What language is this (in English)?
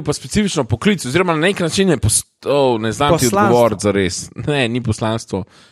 Slovenian